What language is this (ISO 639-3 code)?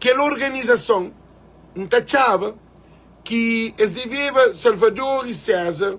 kea